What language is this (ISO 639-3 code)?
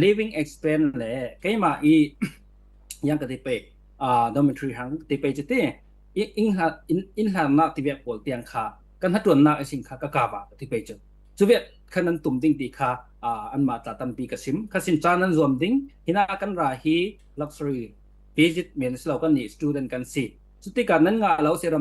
cfm